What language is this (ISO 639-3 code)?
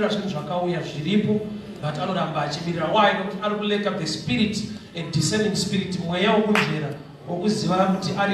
sna